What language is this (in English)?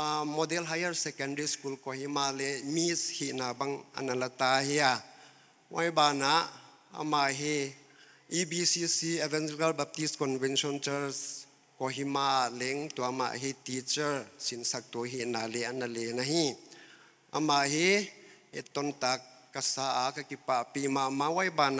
Paite Chin